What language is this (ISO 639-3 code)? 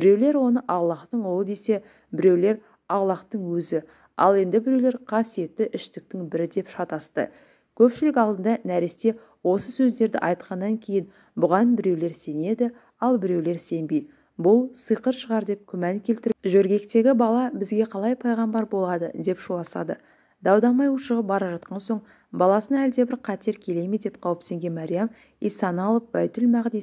kaz